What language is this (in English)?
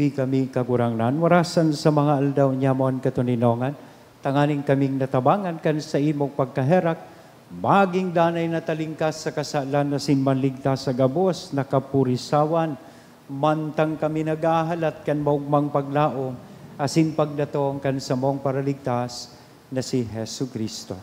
Bikol